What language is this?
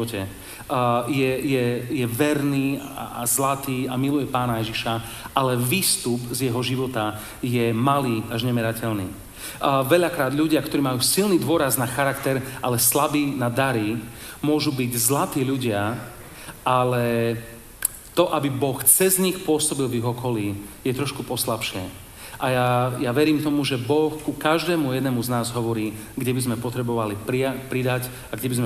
Slovak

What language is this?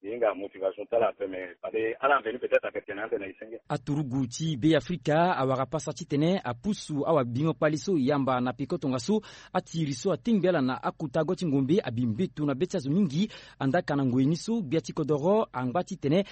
Sango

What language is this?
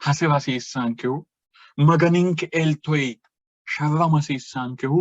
Sidamo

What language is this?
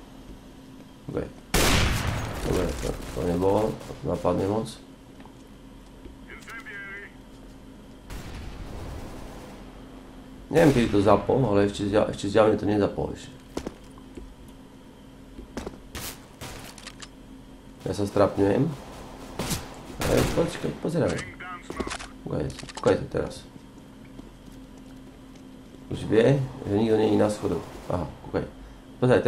Slovak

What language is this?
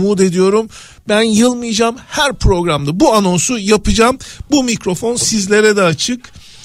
Turkish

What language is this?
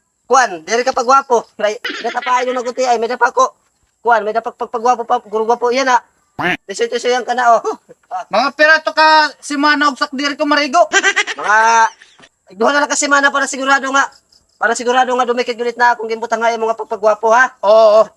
Waray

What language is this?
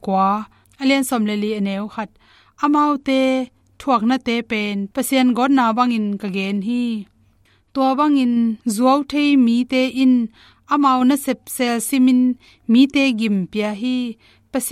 Tedim Chin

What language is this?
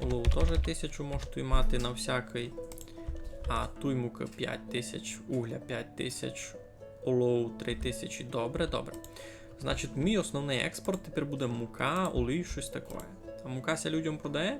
Rusyn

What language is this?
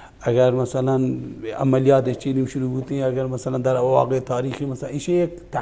Baluchi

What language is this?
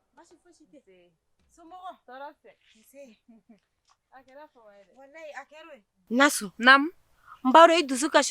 Bambara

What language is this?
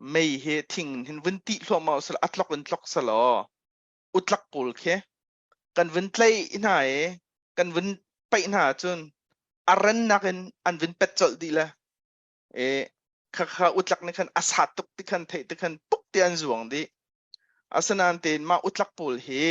Hakha Chin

